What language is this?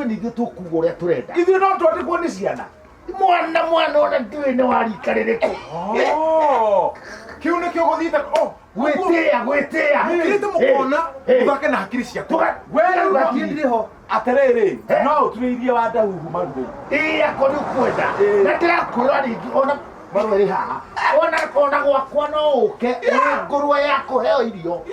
Kikuyu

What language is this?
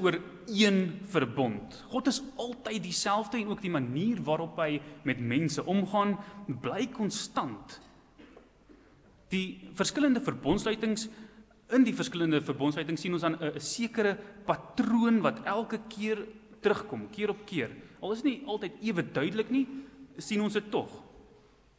Afrikaans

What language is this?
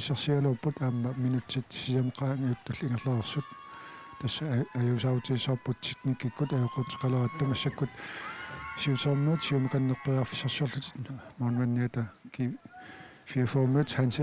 Kalaallisut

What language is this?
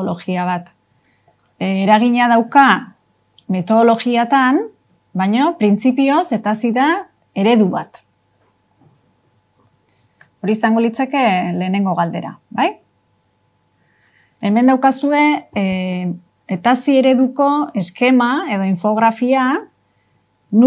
Basque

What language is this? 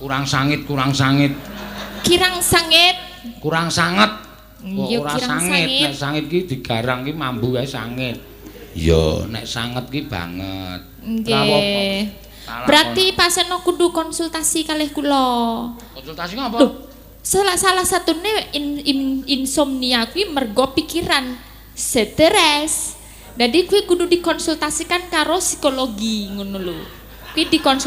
Javanese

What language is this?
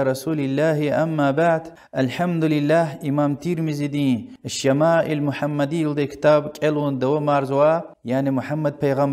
Lezghian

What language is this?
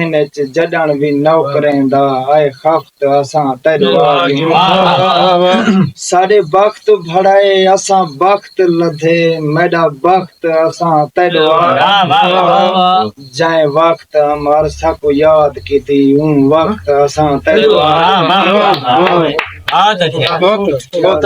Saraiki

